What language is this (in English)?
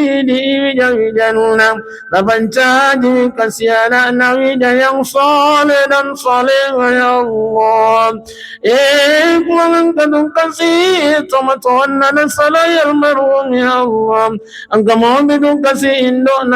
Buginese